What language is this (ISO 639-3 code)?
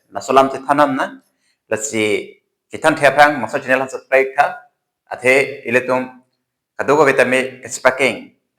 mjw